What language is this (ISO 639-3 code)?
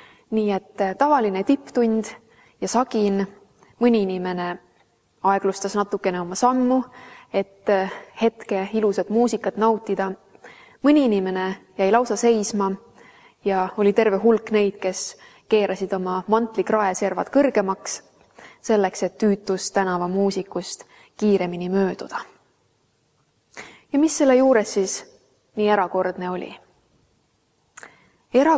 est